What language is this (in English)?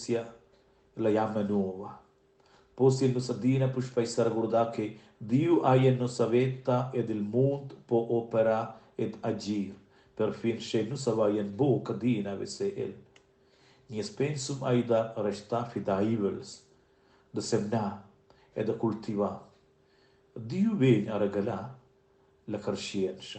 Romansh